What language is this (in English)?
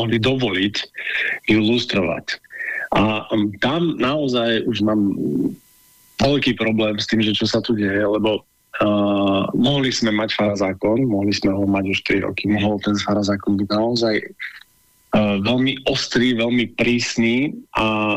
Slovak